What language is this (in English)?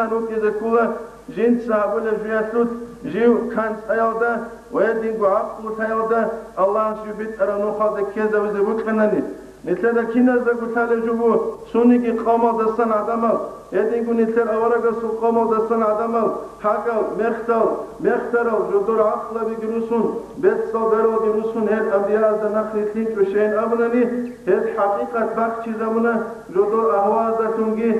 Avaric